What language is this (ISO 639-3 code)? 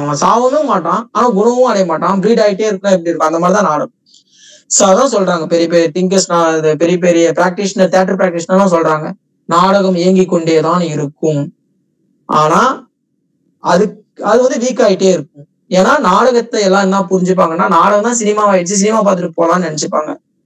tam